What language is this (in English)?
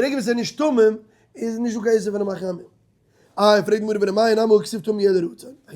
Yiddish